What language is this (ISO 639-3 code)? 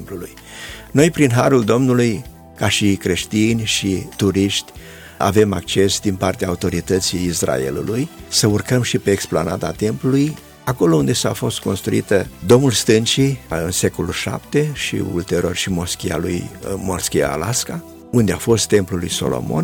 ron